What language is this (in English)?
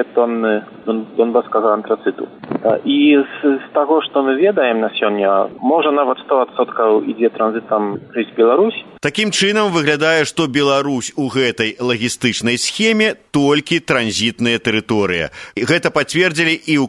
Belarusian